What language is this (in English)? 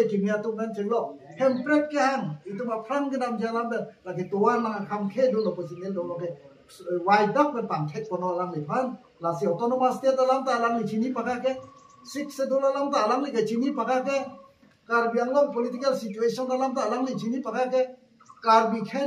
Karbi